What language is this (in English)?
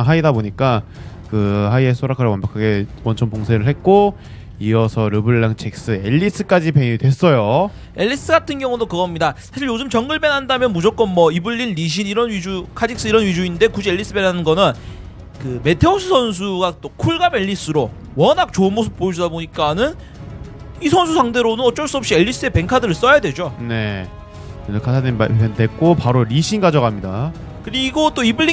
Korean